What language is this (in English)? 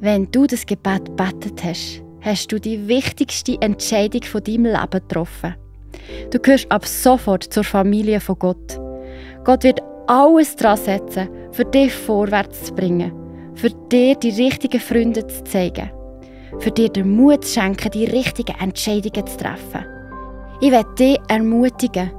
Swiss German